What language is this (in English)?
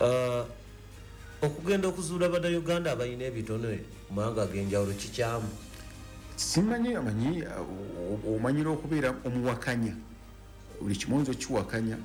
Ganda